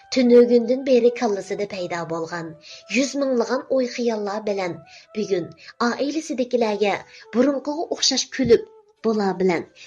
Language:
Uyghur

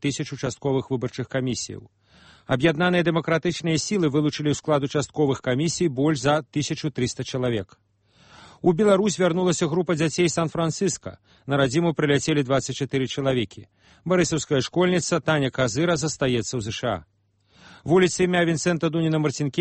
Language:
Belarusian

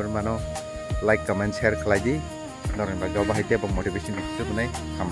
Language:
Kok Borok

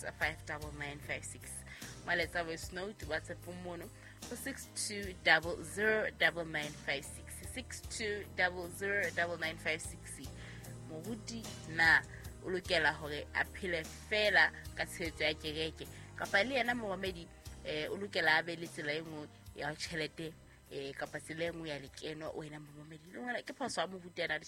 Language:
Southern Sotho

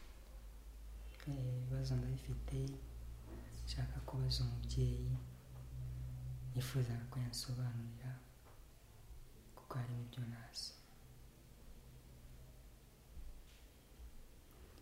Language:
Kinyarwanda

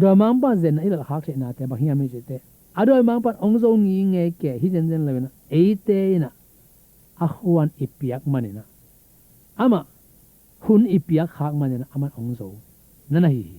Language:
Tedim Chin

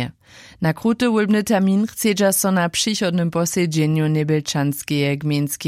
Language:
Upper Sorbian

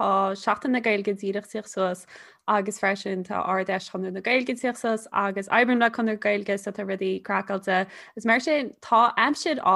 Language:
Irish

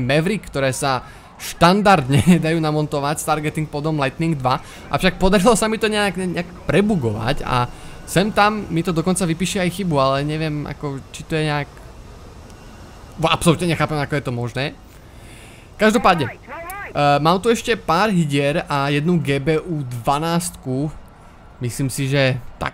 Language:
Slovak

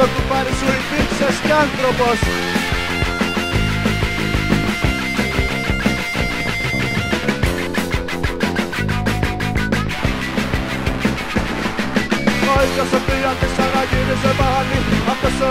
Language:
Greek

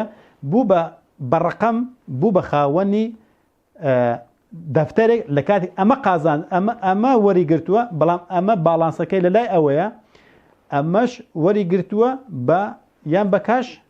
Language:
Central Kurdish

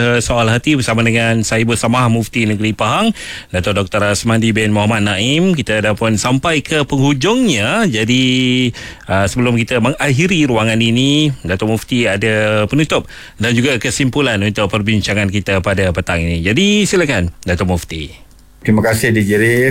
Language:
Malay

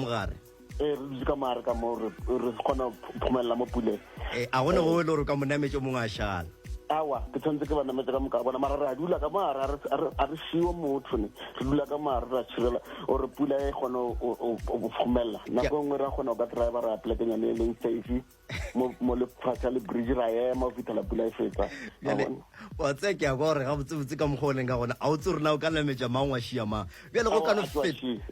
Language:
Northern Sotho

